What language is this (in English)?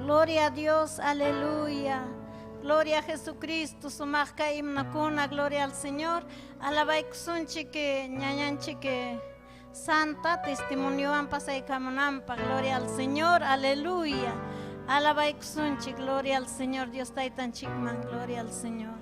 Ayacucho Quechua